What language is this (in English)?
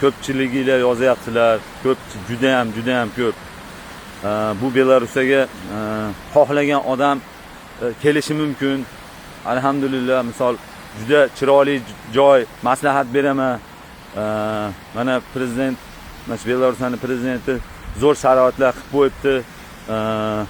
Uzbek